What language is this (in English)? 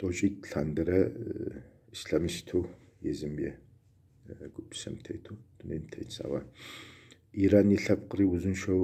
Kabardian